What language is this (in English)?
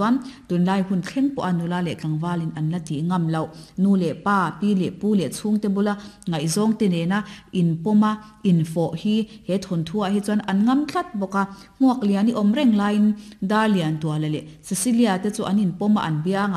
Mizo